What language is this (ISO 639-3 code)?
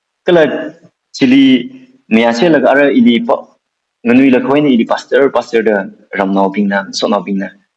nmf